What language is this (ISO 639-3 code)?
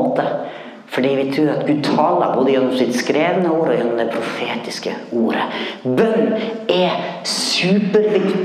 nor